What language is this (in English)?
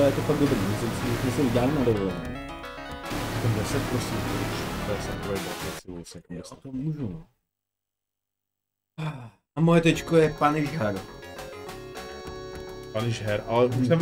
Czech